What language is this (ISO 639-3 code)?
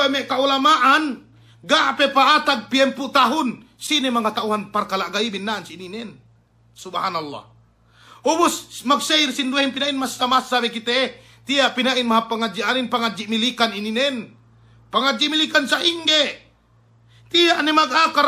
yka